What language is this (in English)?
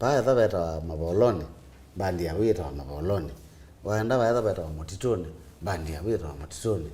Kamba